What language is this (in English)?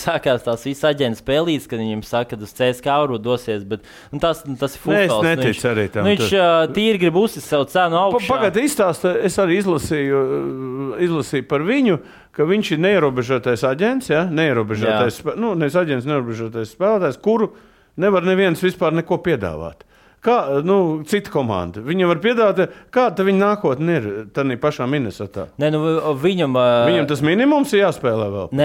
Latvian